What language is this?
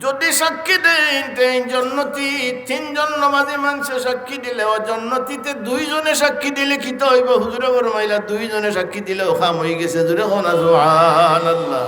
Sylheti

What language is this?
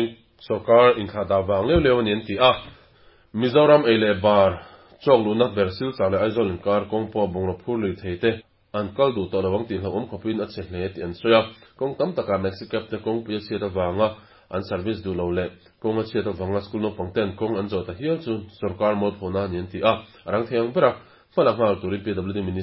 Mizo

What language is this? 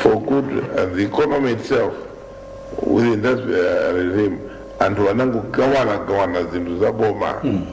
Nyanja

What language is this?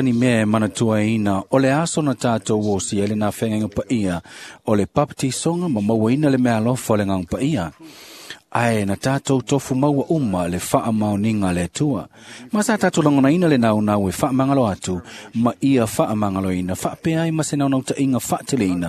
Samoan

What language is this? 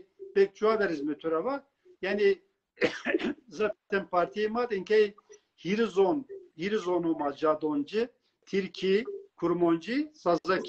Zaza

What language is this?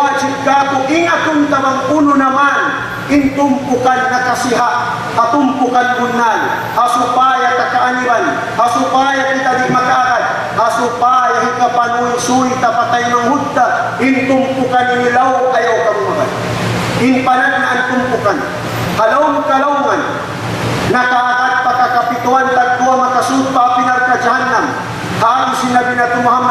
Tausug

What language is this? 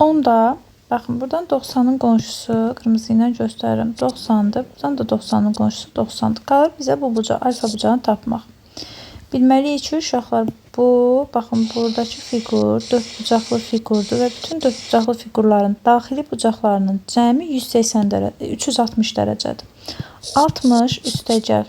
Azerbaijani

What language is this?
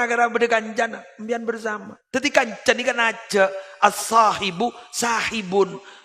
Madurese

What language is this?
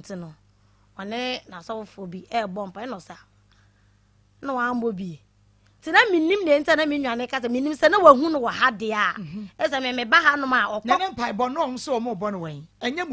Akan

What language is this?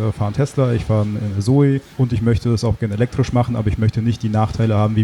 German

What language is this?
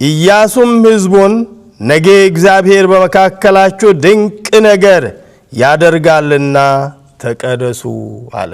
Amharic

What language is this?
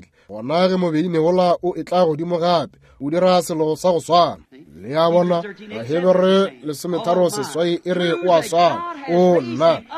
Northern Sotho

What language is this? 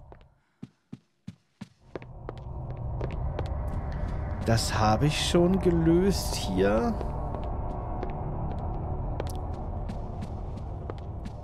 German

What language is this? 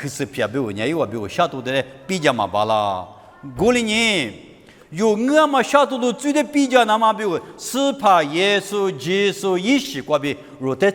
Lisu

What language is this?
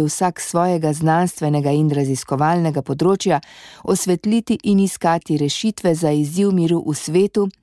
Slovenian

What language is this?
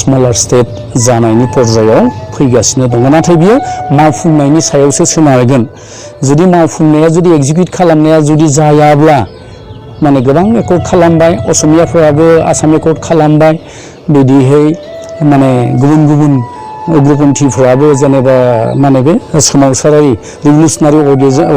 Bodo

